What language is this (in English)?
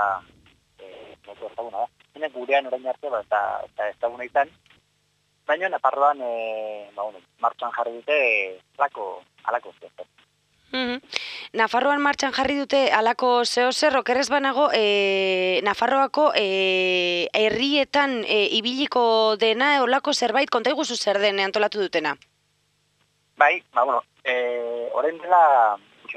Basque